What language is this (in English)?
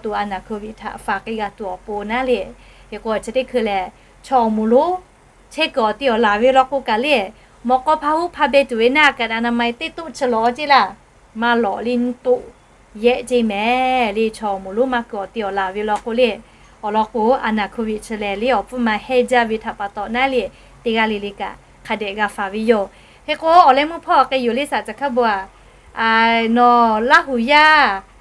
Lahu